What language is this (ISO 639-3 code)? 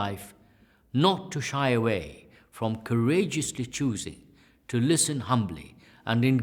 eng